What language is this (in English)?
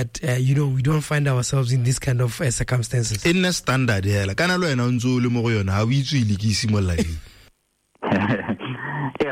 Tswana